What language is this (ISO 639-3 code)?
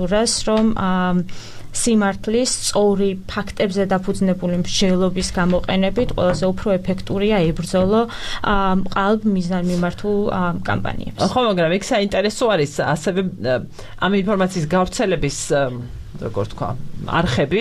kat